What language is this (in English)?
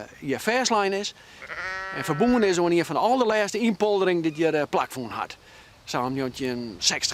Western Frisian